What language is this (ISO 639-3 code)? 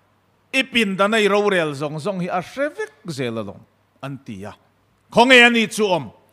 lus